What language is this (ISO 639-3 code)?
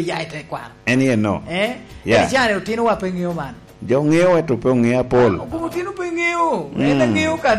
laj